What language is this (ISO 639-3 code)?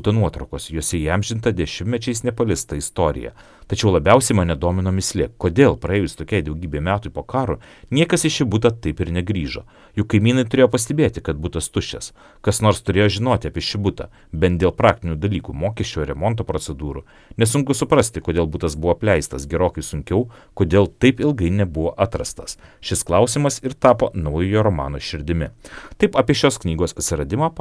lit